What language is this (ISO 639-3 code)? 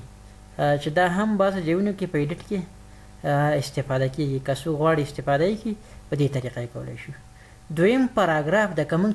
pus